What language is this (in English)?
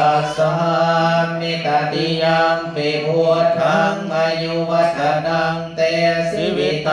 Pali